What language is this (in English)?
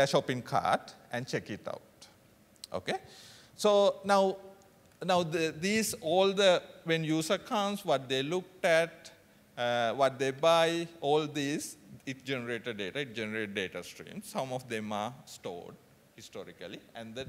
English